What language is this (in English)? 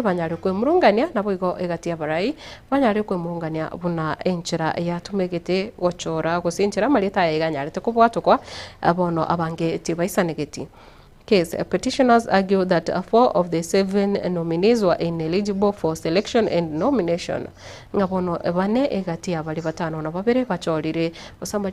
Gusii